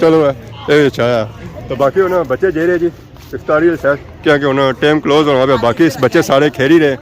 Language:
Pahari-Potwari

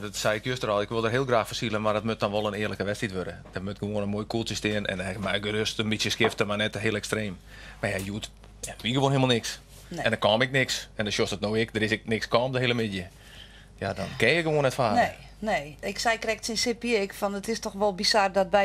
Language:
Western Frisian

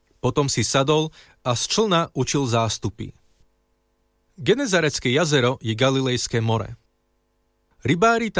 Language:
Slovak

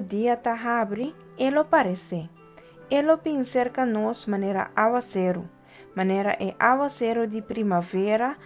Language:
Papiamento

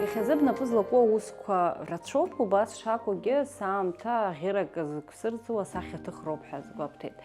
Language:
Abkhazian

